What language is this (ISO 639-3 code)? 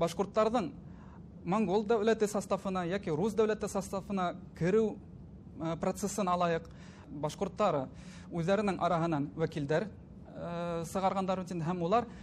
bak